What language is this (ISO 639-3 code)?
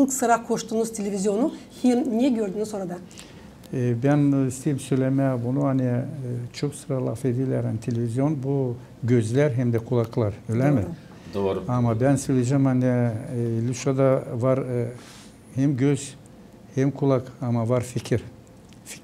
gag